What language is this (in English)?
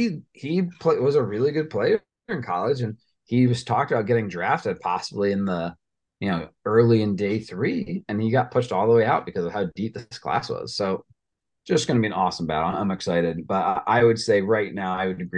English